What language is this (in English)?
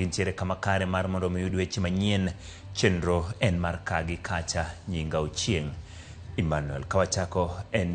Luo (Kenya and Tanzania)